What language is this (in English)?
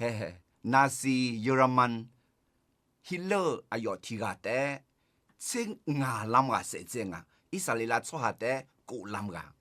Akha